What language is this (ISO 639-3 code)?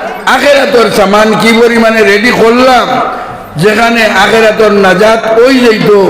syl